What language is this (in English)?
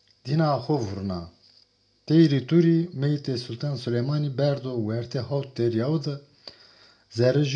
Zaza